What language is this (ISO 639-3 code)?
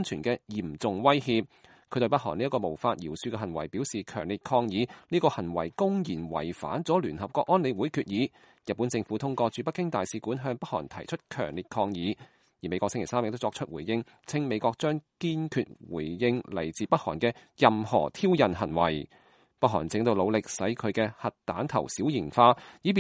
yue